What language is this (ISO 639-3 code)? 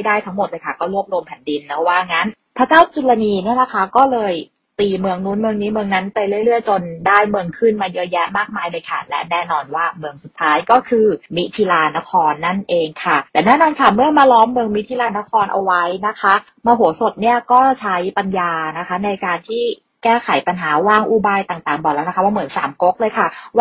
tha